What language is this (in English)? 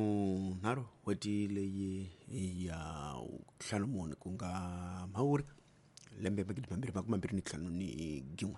Tsonga